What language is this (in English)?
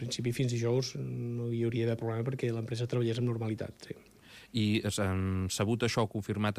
Catalan